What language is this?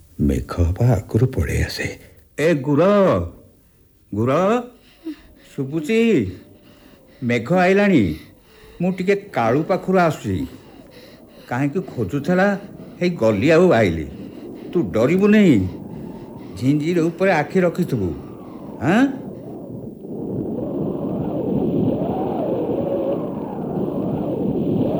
Odia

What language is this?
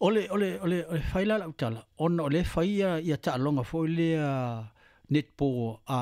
Samoan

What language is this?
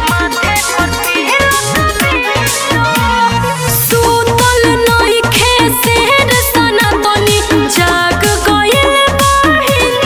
Bhojpuri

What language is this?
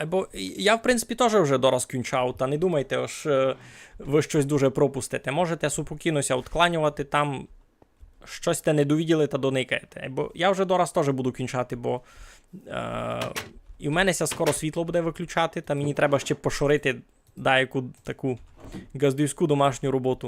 Rusyn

